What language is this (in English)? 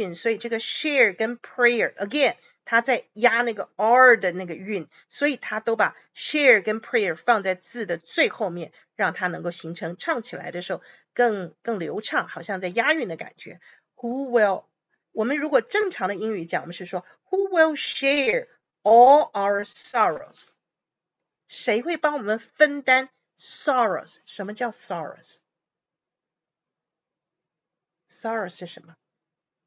Chinese